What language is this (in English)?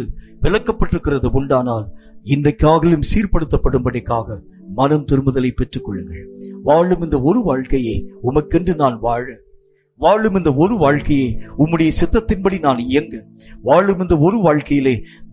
Tamil